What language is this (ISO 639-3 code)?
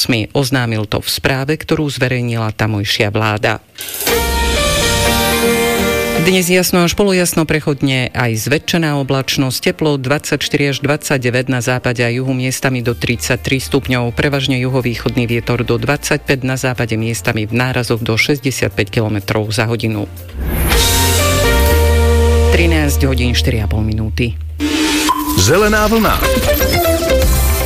slk